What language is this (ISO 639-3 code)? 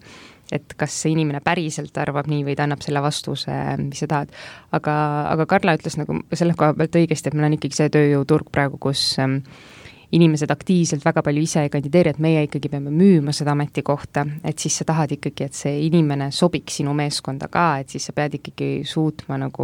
est